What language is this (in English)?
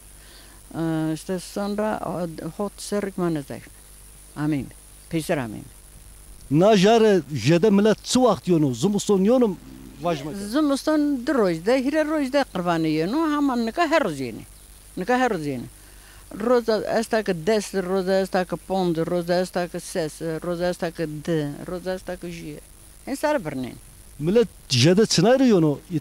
Zaza